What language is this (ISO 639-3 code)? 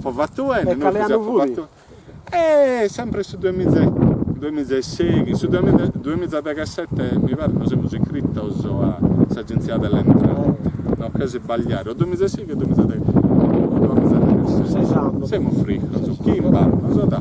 srd